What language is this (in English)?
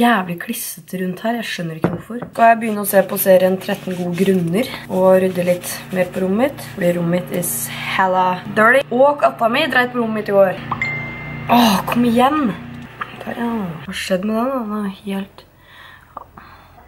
Norwegian